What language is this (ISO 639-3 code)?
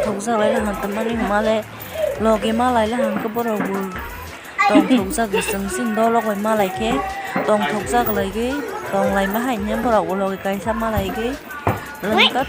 trp